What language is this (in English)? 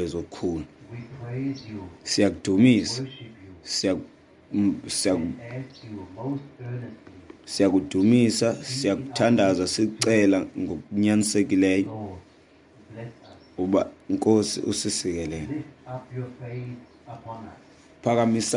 Xhosa